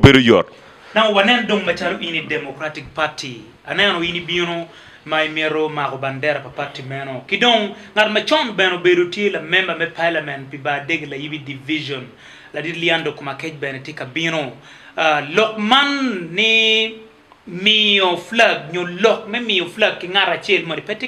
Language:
Acoli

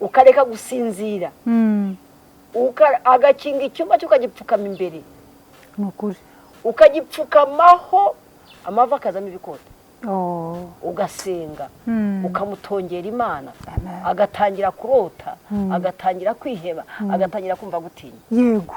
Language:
Kinyarwanda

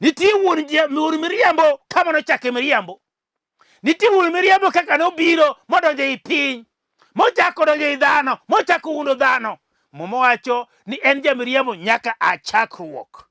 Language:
Luo (Kenya and Tanzania)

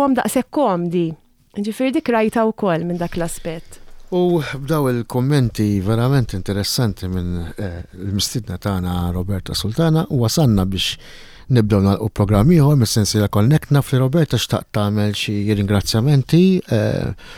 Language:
Maltese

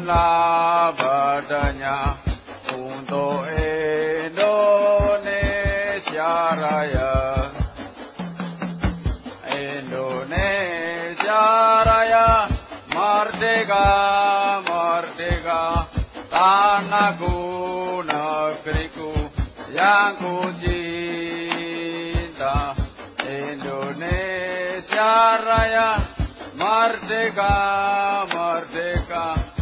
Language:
Indonesian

